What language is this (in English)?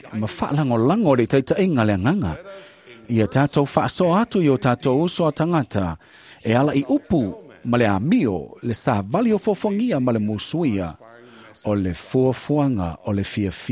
Samoan